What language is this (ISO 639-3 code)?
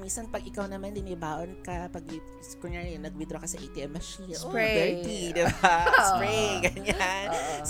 fil